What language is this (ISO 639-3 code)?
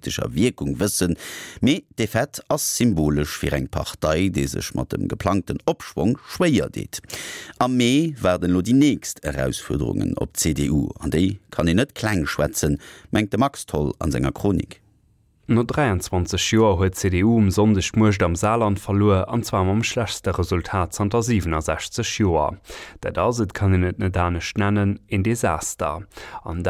ltz